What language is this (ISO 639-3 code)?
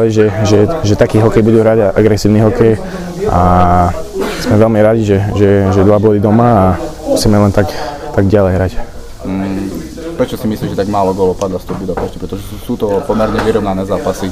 slk